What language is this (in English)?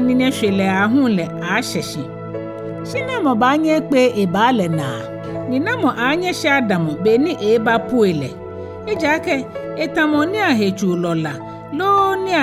Ga